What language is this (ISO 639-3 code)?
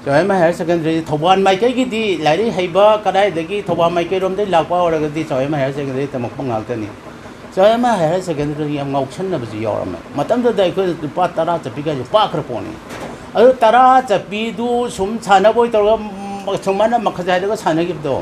mni